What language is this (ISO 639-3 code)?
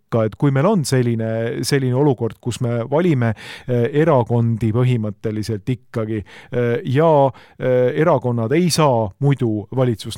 est